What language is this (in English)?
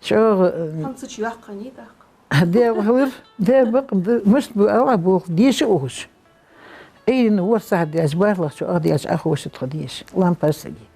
Ingush